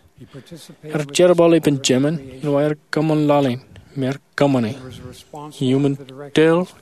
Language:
Marshallese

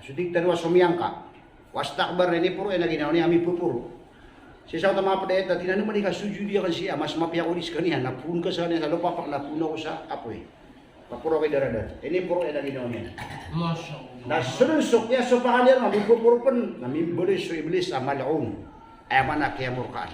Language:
Maranao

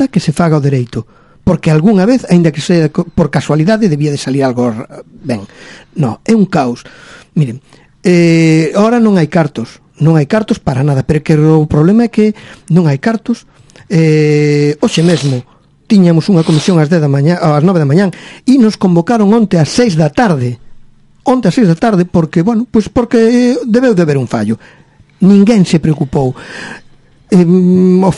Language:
Galician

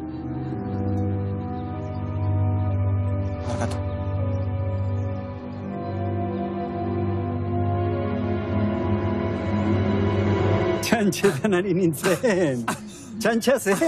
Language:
Basque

